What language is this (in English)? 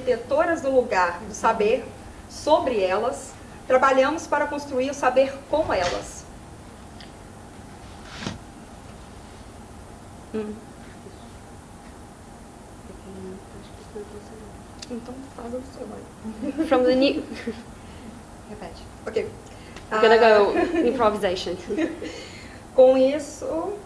Portuguese